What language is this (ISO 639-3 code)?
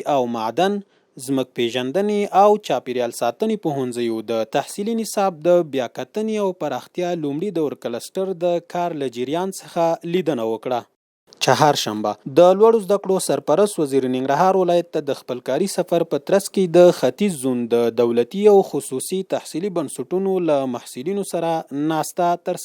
pus